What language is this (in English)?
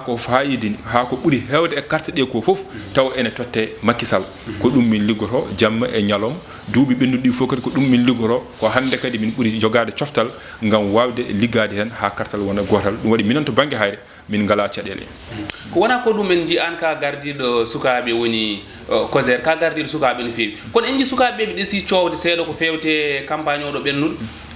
Fula